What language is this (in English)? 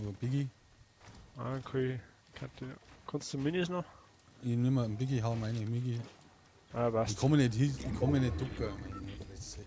Bavarian